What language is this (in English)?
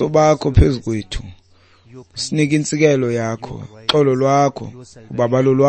Xhosa